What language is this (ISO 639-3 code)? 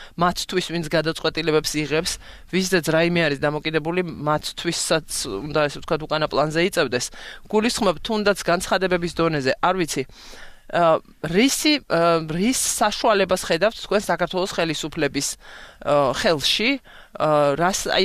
kat